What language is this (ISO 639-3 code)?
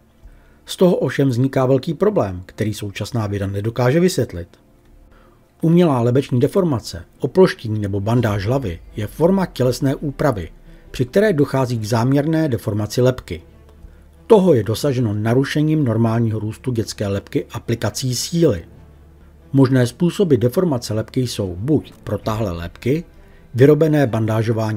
ces